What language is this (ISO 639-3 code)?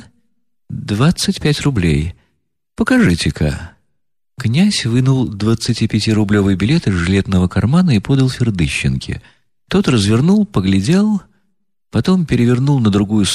rus